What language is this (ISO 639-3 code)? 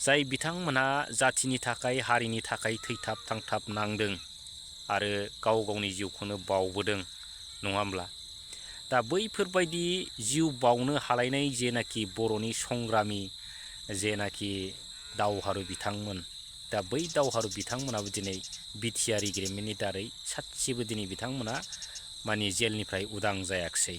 brx